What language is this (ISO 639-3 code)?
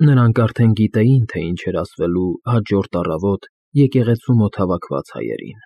hye